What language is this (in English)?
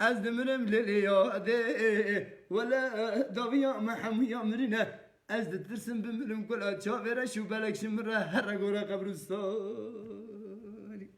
Kurdish